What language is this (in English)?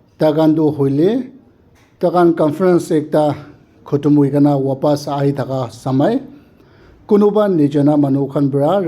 Naga Pidgin